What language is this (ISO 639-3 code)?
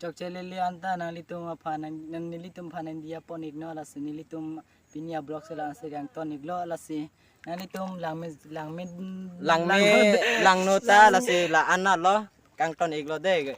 mjw